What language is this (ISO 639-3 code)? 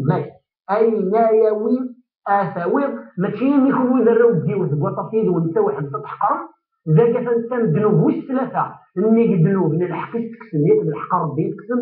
kab